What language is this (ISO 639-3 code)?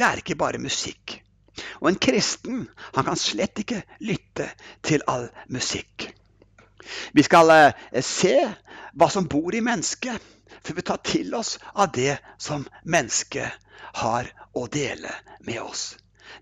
nor